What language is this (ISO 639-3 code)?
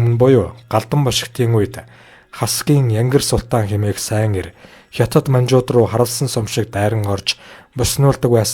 mon